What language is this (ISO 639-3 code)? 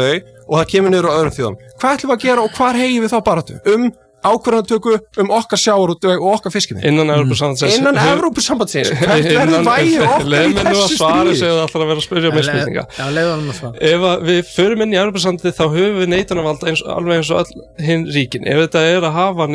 isl